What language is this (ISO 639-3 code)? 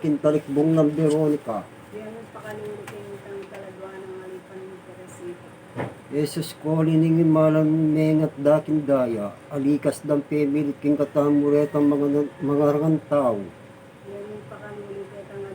pam